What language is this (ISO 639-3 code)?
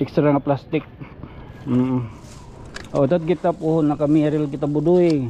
war